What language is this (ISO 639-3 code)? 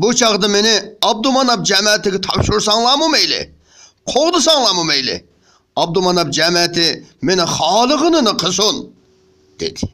uig